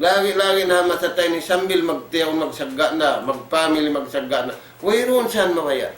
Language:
Tausug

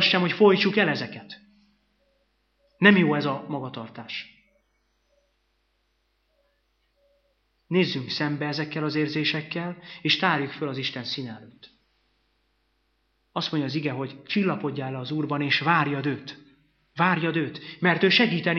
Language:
Hungarian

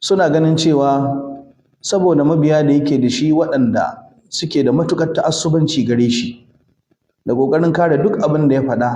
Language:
Hausa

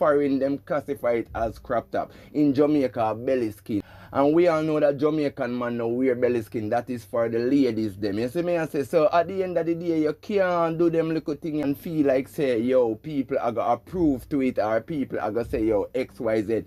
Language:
Jamaican Creole English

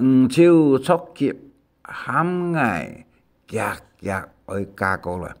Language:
Hakka Chinese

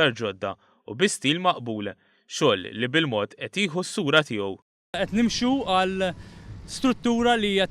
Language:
Maltese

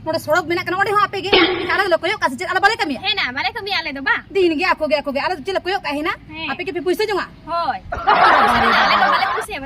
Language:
Santali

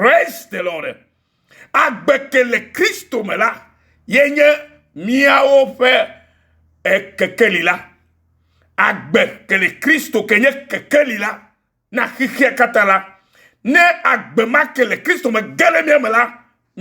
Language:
Ewe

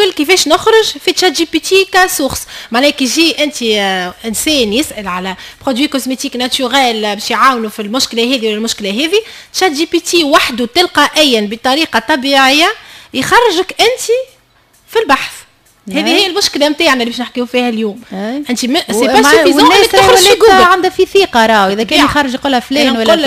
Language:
Tunisian Arabic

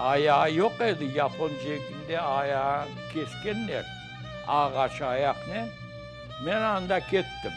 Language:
Crimean Tatar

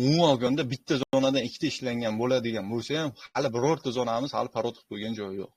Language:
Uzbek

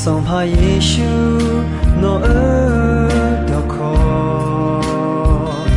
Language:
Akha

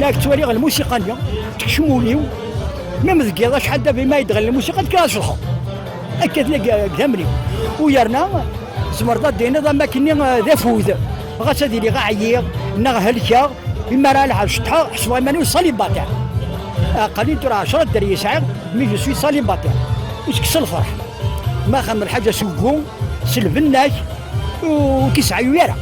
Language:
Kabyle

